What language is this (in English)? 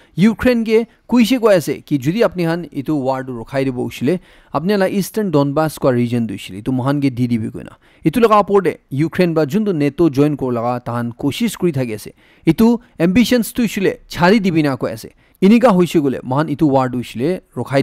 Naga Pidgin